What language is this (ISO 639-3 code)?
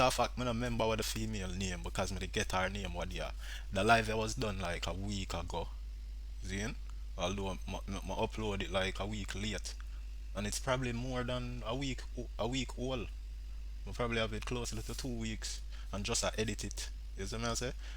jam